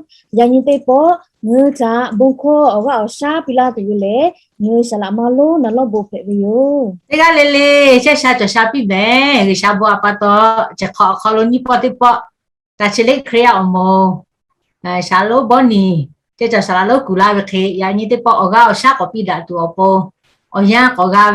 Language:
Lahu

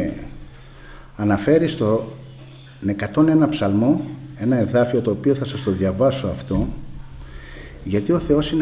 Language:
Greek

